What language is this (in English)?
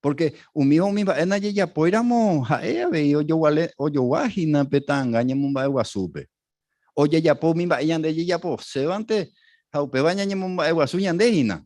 Guarani